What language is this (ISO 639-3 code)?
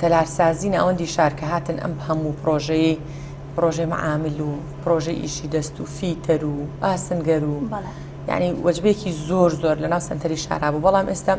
ckb